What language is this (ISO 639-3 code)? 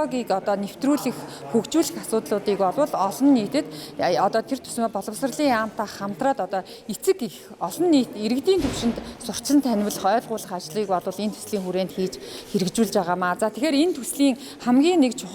mon